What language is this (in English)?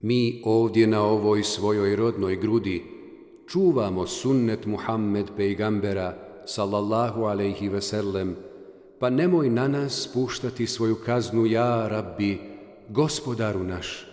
Bosnian